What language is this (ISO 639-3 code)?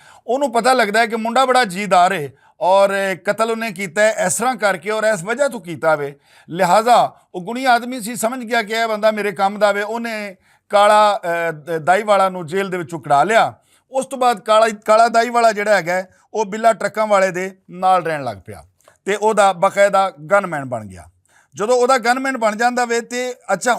lah